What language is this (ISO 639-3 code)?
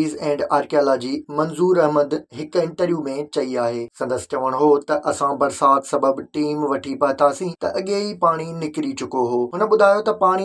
snd